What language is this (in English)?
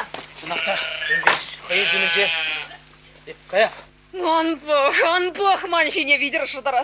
Chuvash